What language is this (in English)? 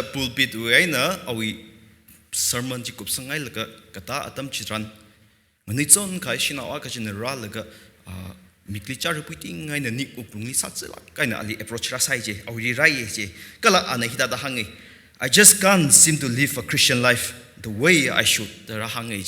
Tangkhul Naga (India)